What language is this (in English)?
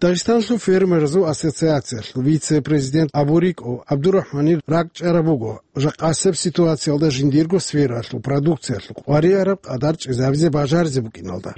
Avaric